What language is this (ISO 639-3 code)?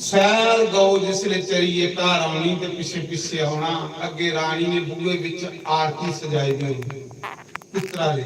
doi